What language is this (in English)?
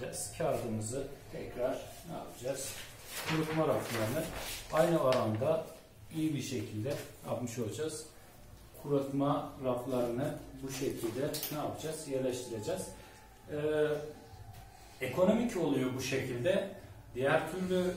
Turkish